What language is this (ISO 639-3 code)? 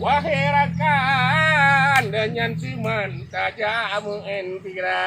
ace